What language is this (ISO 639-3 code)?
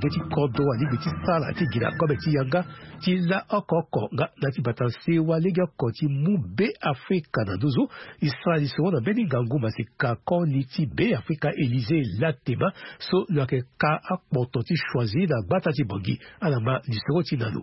sag